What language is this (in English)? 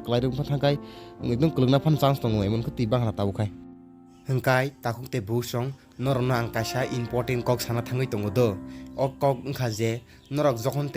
Kok Borok